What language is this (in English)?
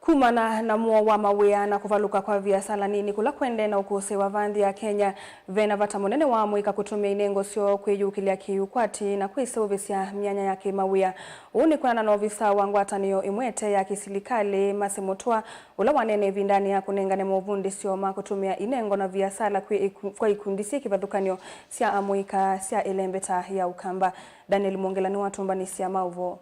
Kamba